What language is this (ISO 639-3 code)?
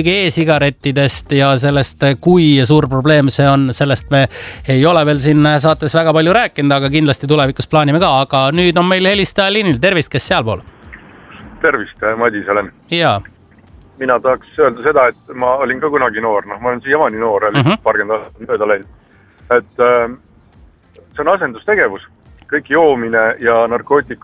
est